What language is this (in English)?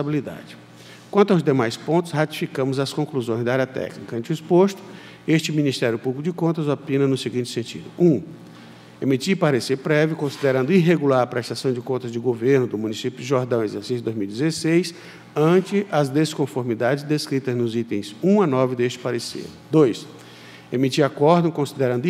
Portuguese